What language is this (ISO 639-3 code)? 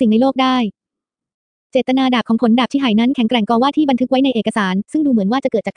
tha